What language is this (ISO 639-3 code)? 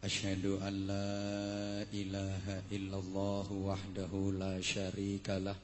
jav